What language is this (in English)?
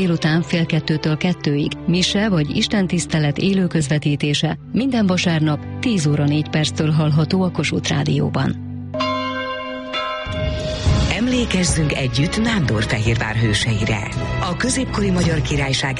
Hungarian